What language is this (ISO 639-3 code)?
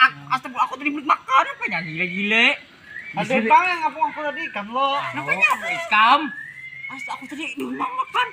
bjn